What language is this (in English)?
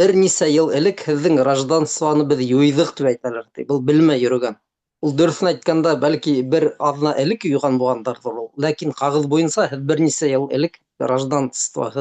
Bashkir